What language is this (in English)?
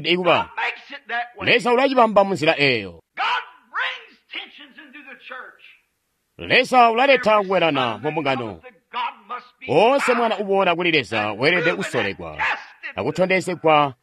Tonga (Zambia)